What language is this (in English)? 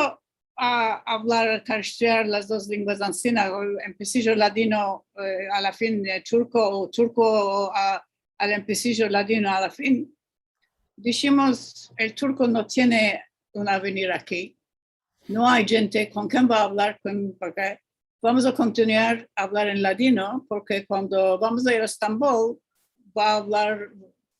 Ladino